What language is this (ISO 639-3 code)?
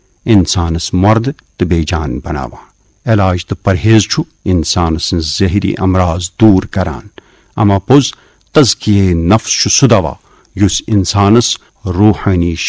kas